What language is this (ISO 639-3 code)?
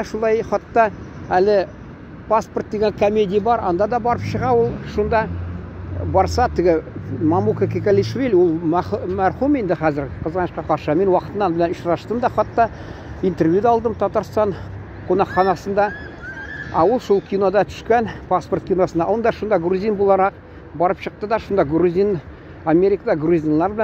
tat